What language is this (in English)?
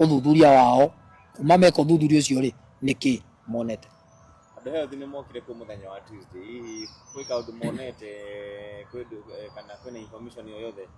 Kikuyu